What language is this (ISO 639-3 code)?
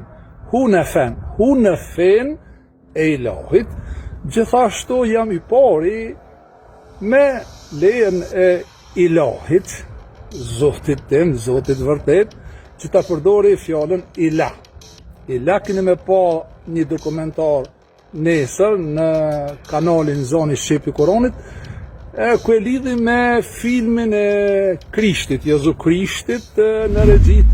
sqi